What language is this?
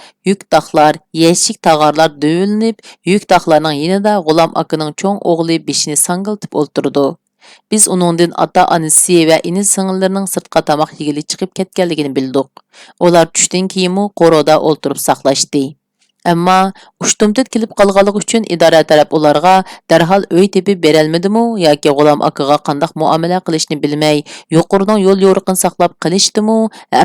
Uyghur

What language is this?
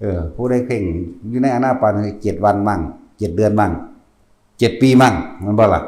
Northeastern Thai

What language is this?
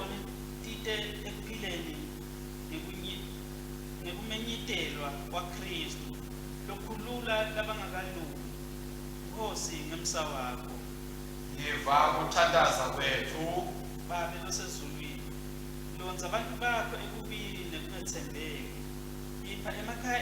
Swati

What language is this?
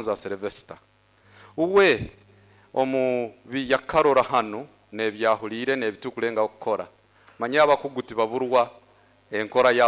Nyoro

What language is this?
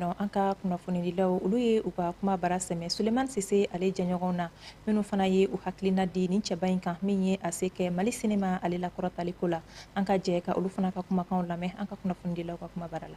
Bambara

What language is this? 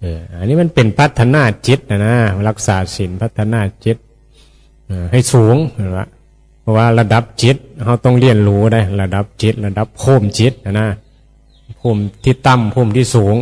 Northeastern Thai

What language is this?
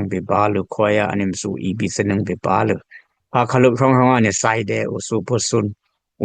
Dimasa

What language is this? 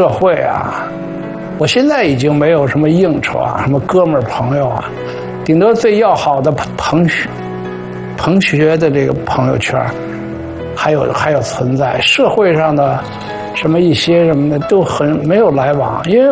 Chinese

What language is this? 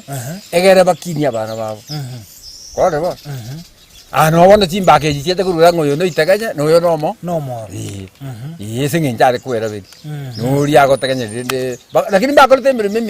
Gusii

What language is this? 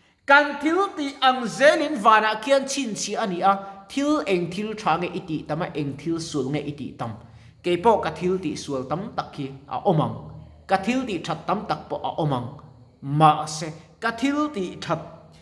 Mizo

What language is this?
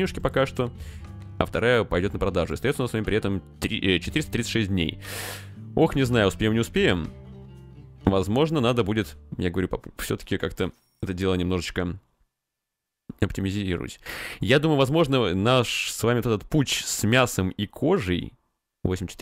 Russian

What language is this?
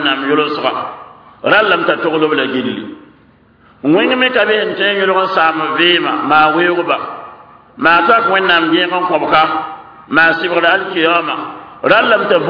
Mossi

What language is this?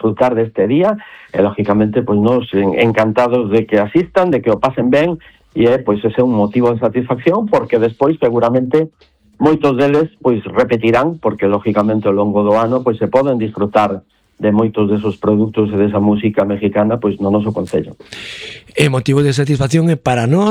Galician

